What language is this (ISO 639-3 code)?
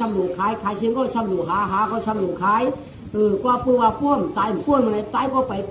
shn